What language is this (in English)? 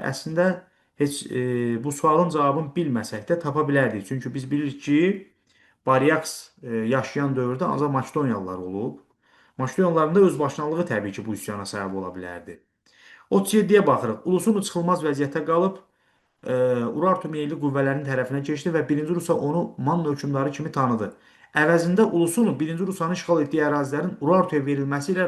Azerbaijani